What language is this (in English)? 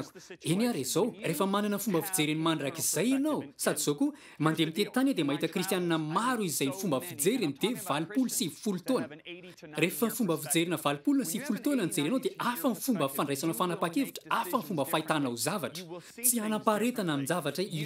Malagasy